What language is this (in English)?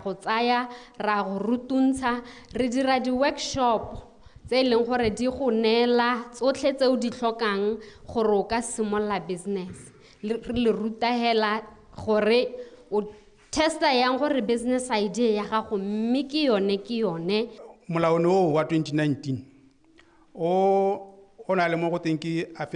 Tswana